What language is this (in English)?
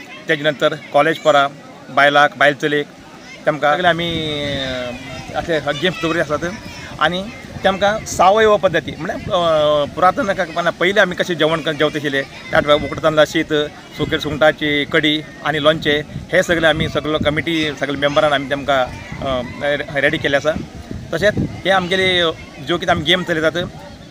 Konkani